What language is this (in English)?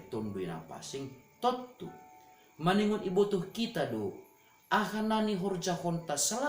Batak Simalungun